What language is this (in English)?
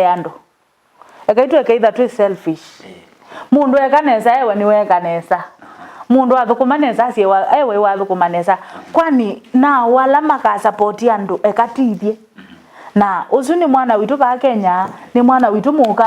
Kamba